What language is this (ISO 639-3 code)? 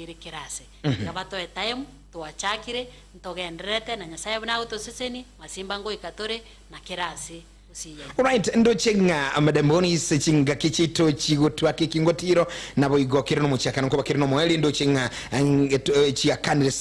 guz